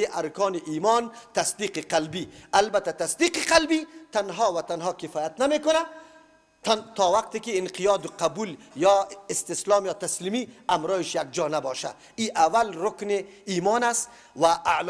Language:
Persian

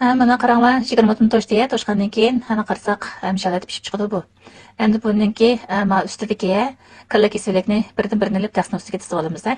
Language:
Uyghur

